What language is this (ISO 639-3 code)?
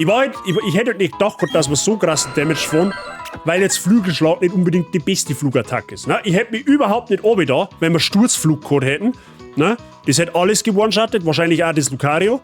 bar